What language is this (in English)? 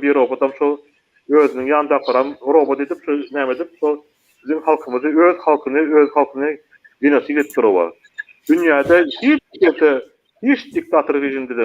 Turkmen